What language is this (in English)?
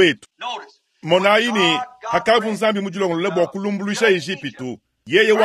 Luba-Lulua